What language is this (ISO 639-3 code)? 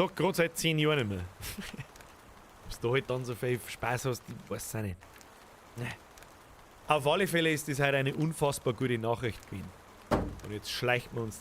bar